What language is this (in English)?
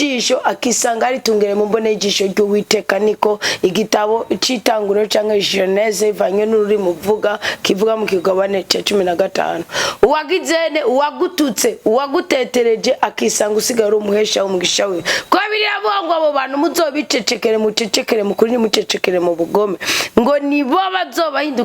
Rundi